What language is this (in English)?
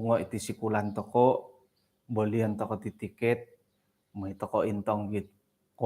Central Dusun